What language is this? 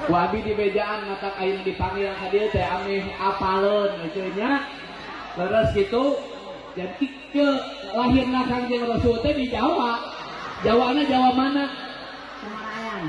Sundanese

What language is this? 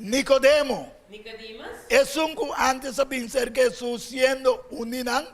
Papiamento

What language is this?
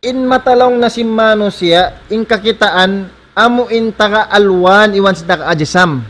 Tausug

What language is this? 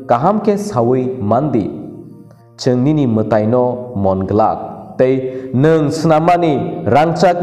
Kok Borok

